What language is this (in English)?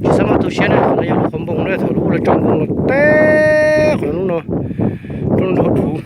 Hmong